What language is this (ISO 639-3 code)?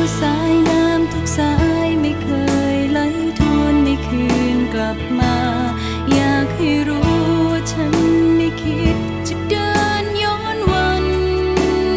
tha